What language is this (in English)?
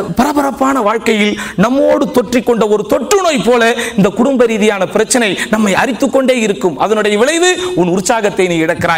Tamil